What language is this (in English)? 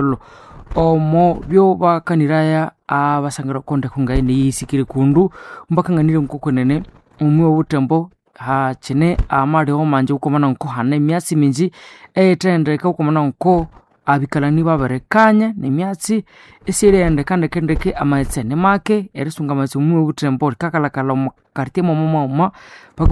Nande